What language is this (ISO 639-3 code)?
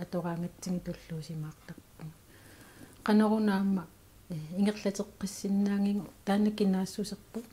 kal